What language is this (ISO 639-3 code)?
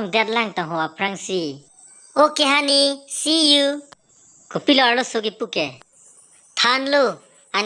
mjw